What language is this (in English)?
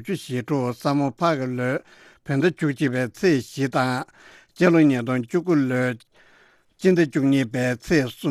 Tibetan